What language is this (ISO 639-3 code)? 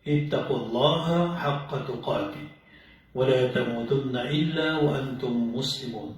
mrw